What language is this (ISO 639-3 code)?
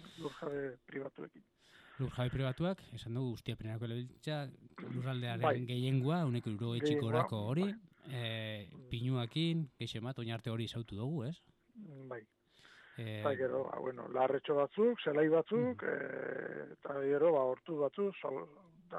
eus